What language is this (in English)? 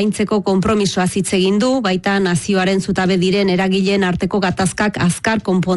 Basque